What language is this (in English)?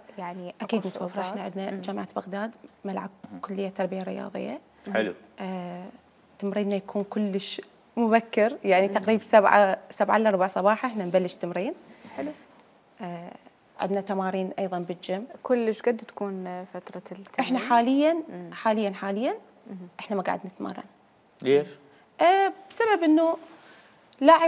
Mesopotamian Arabic